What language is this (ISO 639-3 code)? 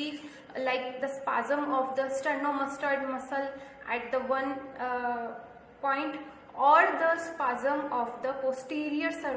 eng